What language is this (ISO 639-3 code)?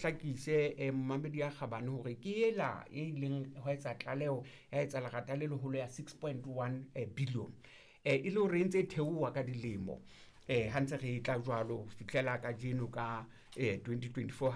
sot